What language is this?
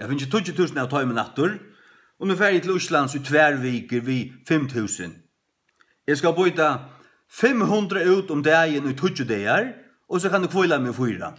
Faroese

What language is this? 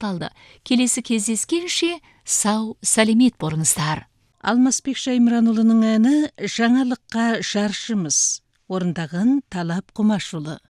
Kazakh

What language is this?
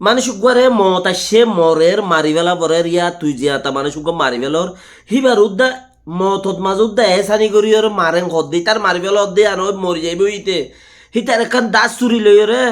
Rohingya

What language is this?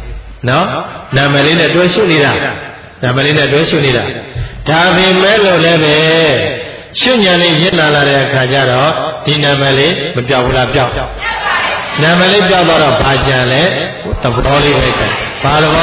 Burmese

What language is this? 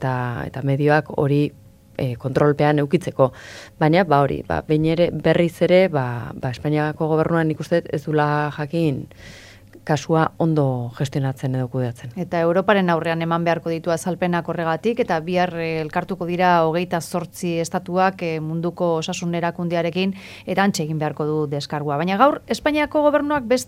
Basque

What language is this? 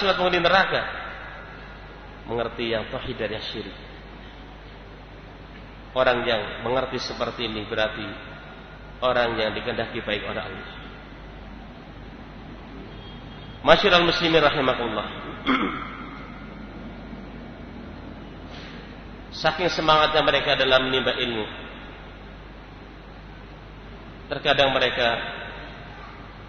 Indonesian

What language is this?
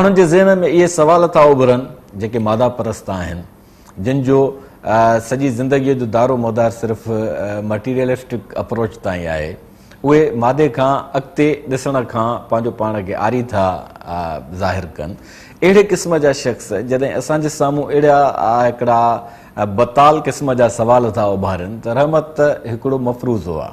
Sindhi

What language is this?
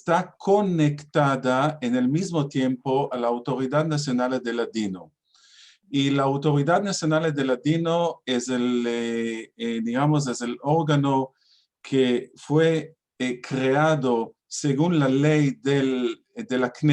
Ladino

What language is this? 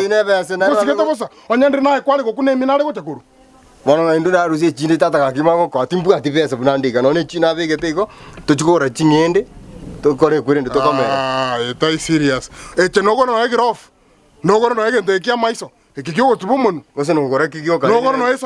Gusii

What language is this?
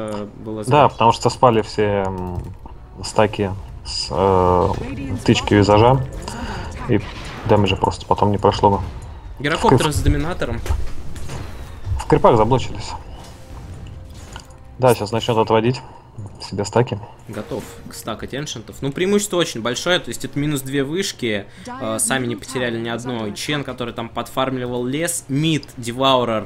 Russian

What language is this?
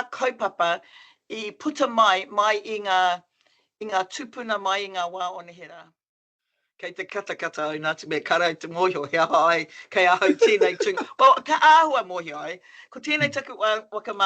Māori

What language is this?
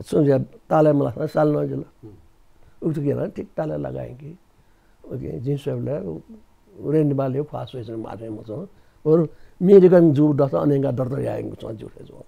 Newari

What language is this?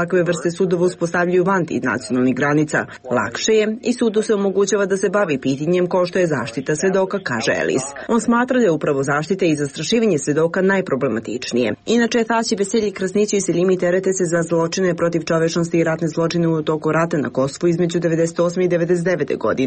Serbian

